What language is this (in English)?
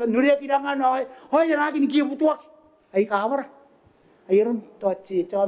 Gilbertese